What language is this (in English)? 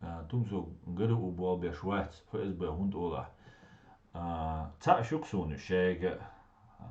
Chechen